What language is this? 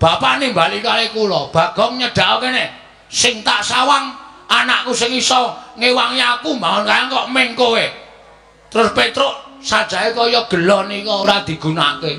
Javanese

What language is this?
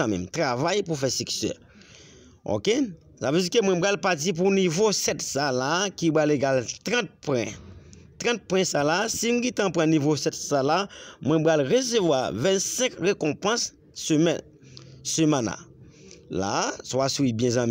Haitian Creole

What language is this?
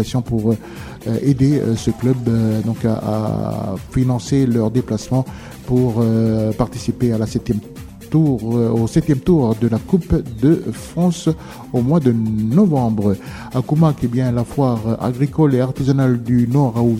French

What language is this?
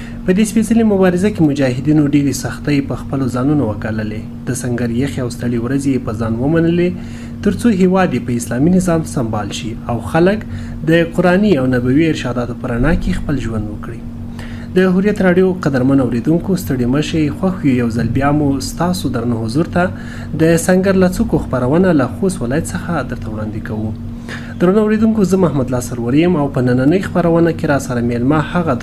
Pashto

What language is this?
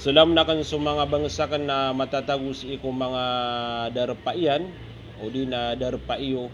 Maranao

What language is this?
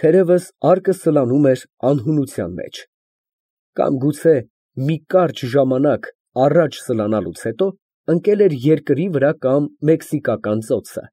Armenian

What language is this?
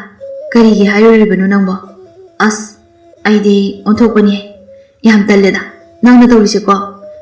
Manipuri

